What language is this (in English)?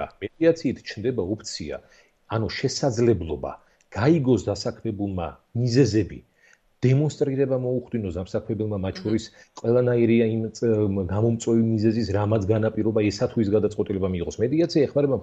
Georgian